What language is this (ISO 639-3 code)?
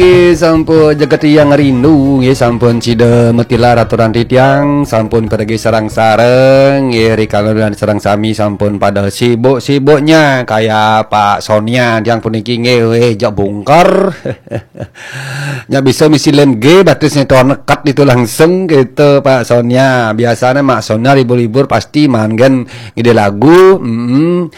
ban